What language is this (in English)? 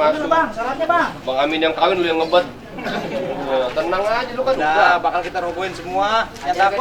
Betawi